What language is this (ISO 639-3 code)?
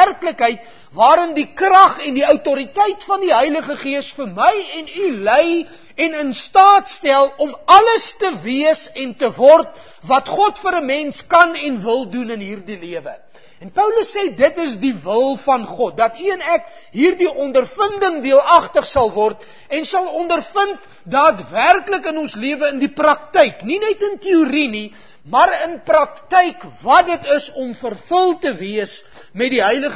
afr